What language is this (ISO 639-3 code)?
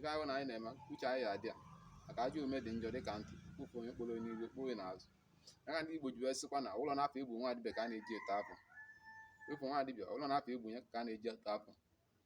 ibo